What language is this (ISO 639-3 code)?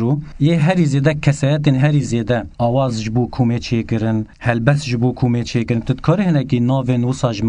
kur